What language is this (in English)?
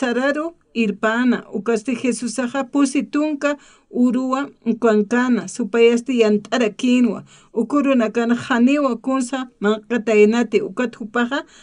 Aymara